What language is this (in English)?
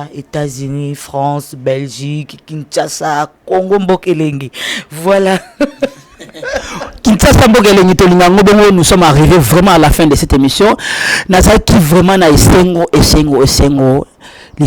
Lingala